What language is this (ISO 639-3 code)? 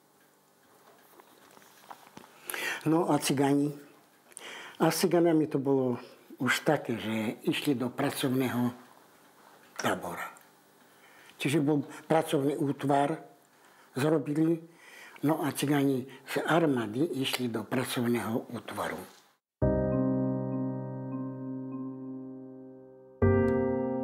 slk